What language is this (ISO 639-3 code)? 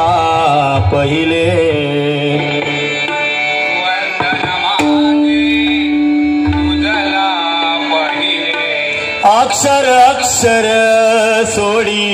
mar